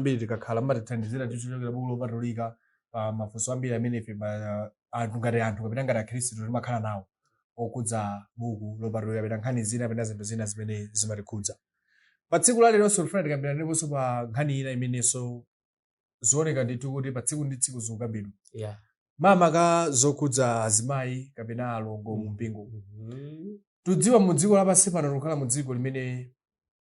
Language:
Nyanja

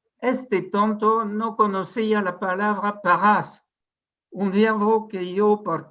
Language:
Ladino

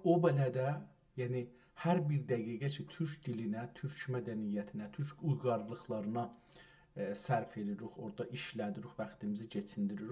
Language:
South Azerbaijani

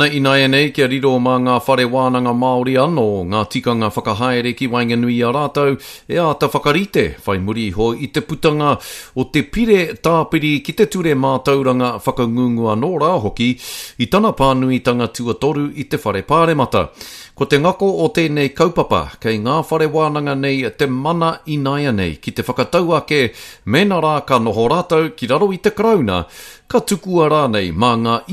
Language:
Māori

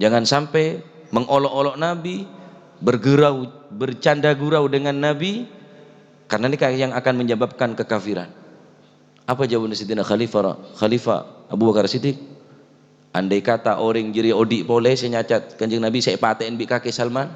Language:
Madurese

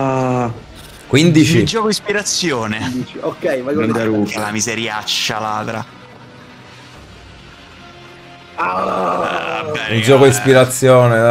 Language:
Italian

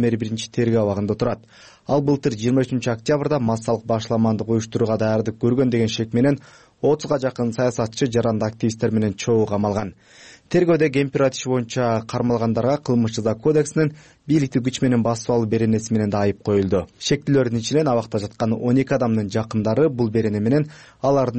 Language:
Kyrgyz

